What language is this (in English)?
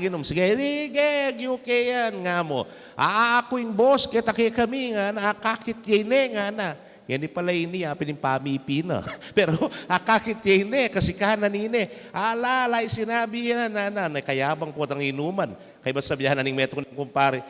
Pampanga